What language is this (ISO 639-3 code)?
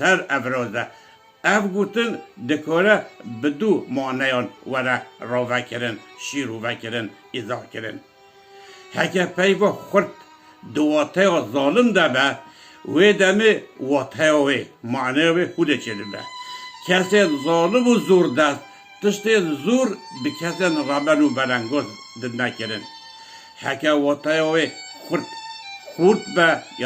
kur